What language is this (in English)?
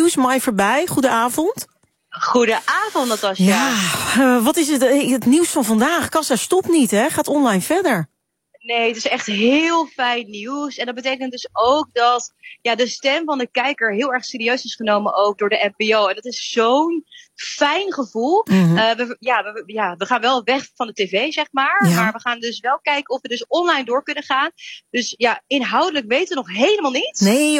Dutch